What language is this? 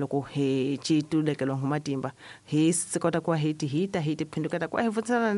Tsonga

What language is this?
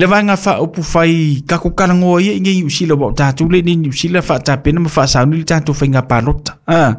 Samoan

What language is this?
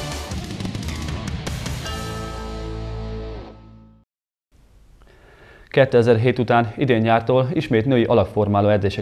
Hungarian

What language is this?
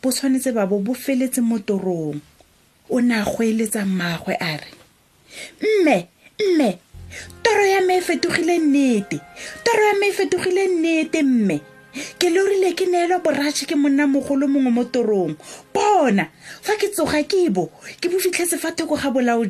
Tswana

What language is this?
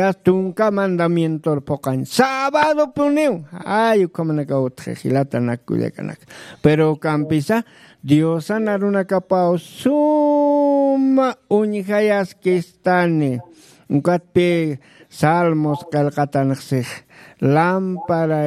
Aymara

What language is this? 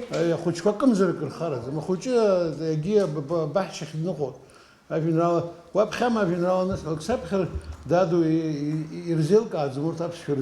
Abkhazian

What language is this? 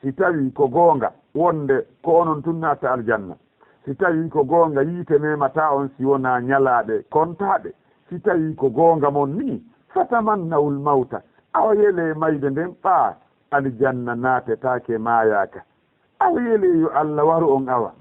Fula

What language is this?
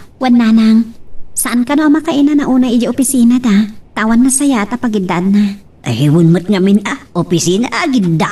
Iloko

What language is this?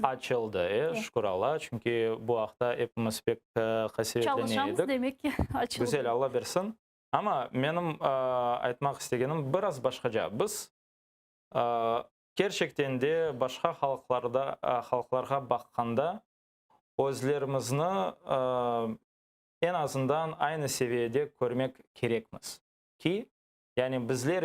Crimean Tatar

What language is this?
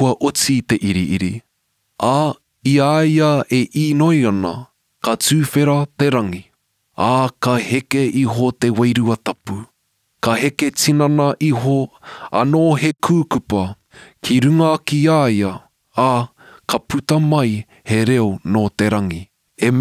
Māori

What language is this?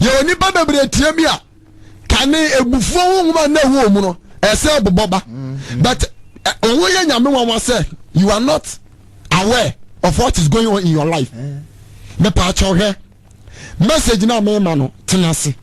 Akan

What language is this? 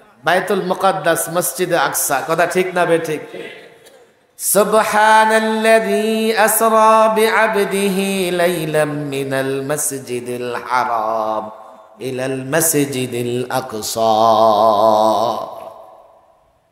Bangla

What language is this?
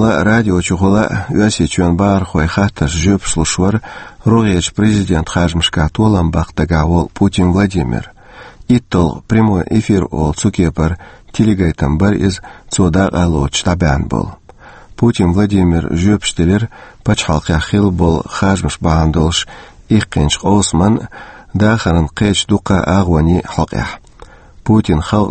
Chechen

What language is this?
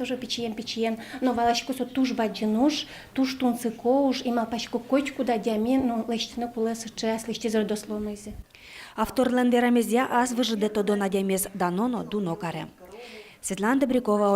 Udmurt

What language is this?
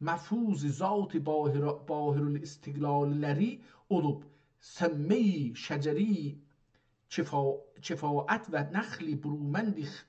South Azerbaijani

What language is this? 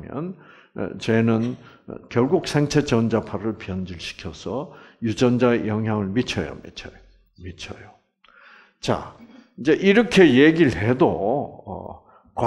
Korean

